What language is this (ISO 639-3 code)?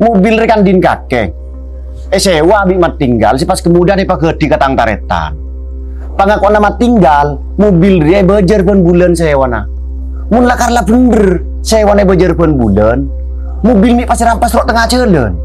mad